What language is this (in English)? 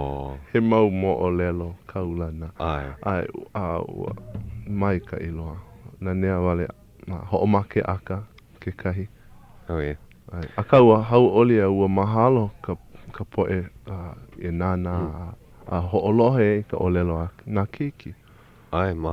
Hawaiian